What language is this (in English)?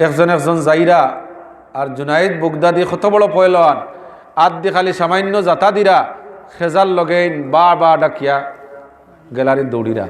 Sylheti